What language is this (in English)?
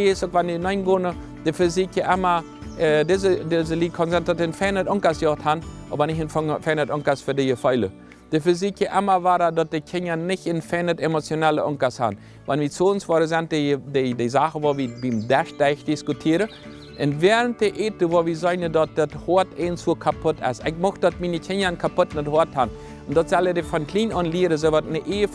Plautdietsch